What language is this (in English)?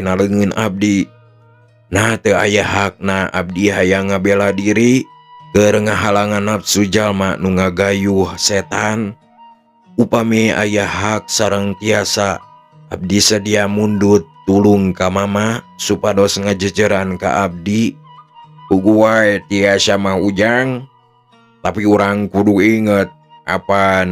Sundanese